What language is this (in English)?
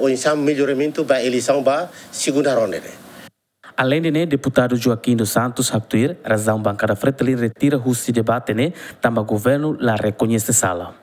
Tetum